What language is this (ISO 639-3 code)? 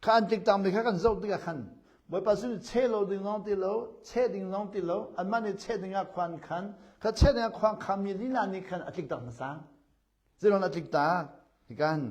cnh